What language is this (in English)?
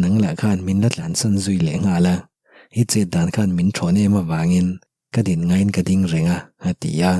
Mizo